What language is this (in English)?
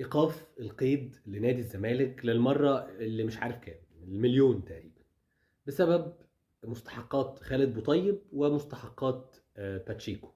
Egyptian Arabic